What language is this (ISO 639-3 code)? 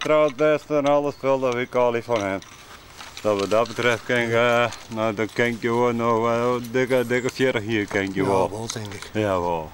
fry